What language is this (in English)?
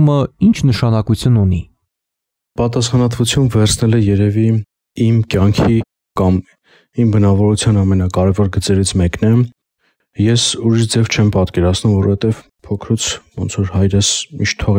Armenian